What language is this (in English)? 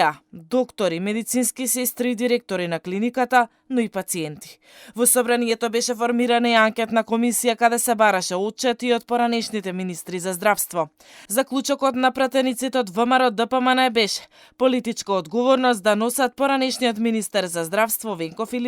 Macedonian